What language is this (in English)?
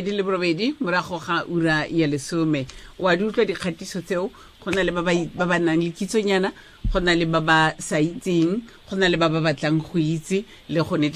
Tswana